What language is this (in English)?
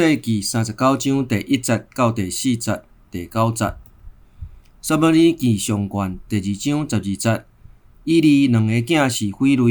Min Nan Chinese